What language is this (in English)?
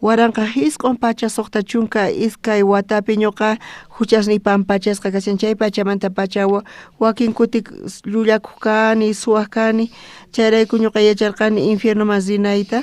South Bolivian Quechua